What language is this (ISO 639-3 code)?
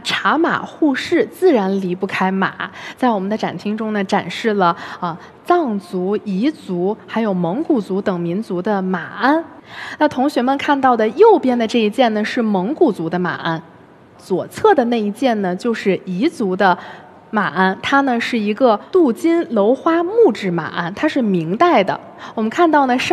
zho